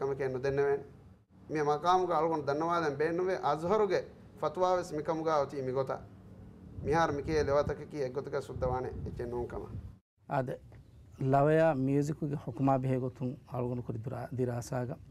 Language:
Divehi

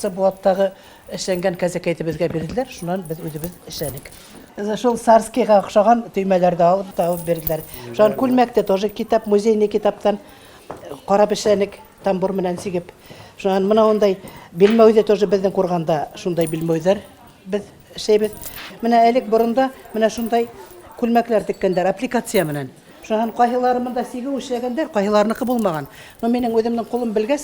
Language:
Bashkir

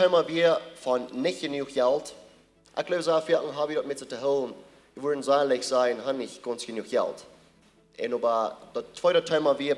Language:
Plautdietsch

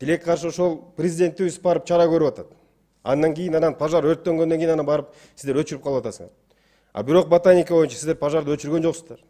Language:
Kyrgyz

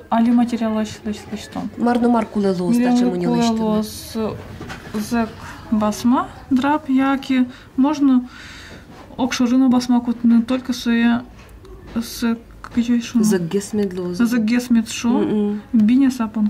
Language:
Udmurt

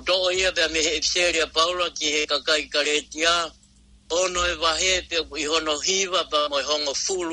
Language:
Tongan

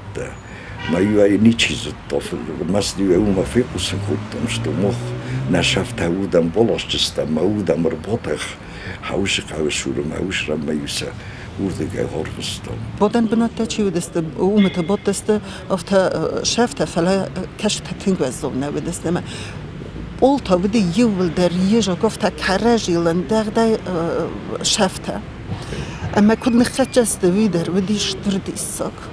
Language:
Ossetic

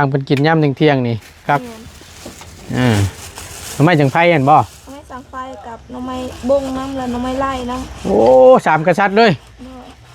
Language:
Lao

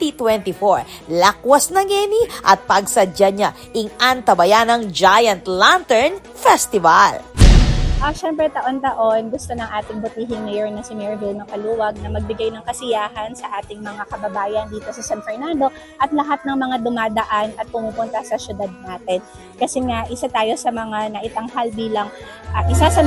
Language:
Pampanga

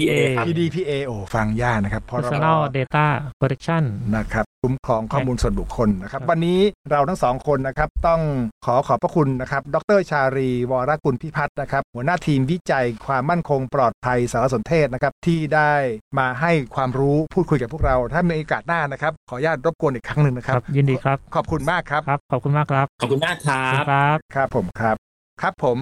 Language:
Thai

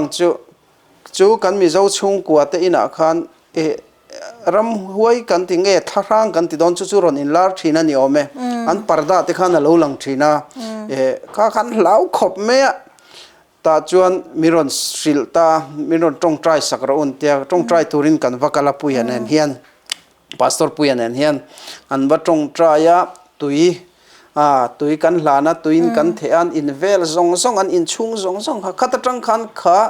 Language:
Mizo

